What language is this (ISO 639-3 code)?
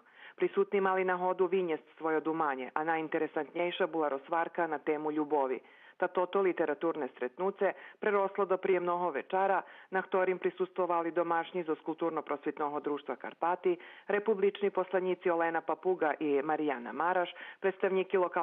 rue